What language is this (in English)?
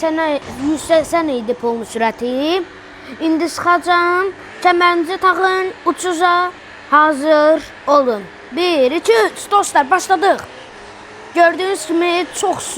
Azerbaijani